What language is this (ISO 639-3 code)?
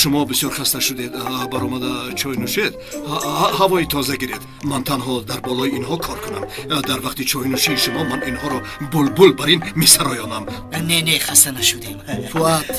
tgk